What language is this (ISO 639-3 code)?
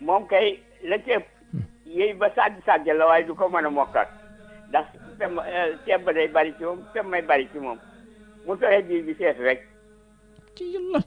wol